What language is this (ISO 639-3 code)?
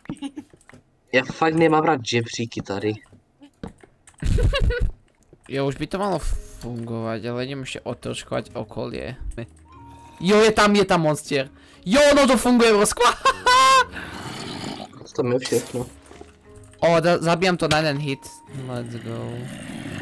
slk